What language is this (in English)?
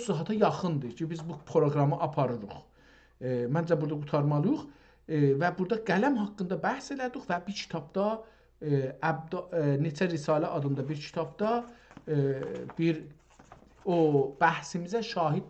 South Azerbaijani